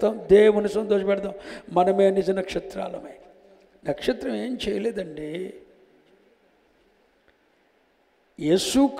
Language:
Telugu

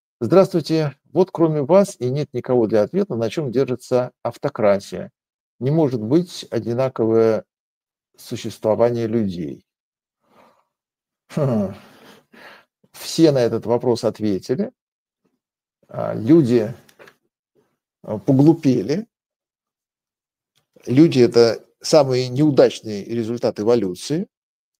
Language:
Russian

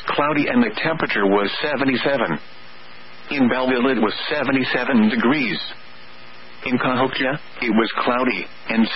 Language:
English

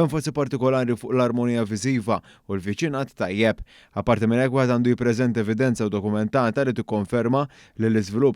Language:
Maltese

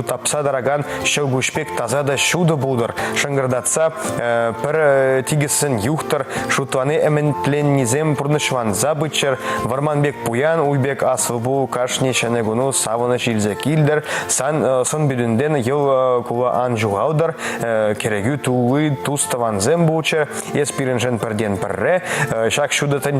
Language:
Chuvash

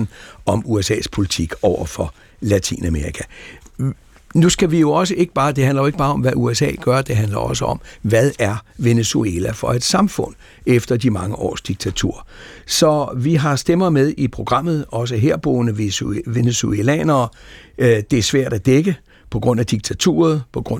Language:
Danish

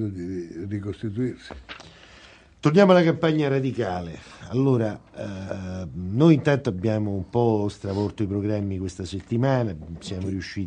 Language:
Italian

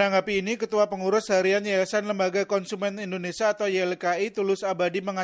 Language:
Indonesian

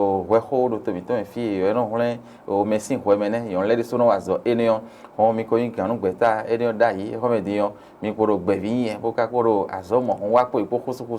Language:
Fon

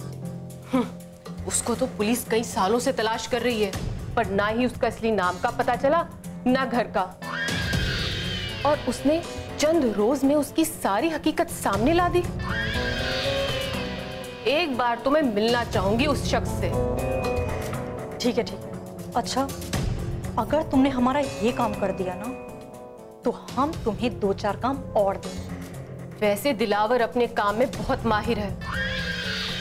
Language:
Hindi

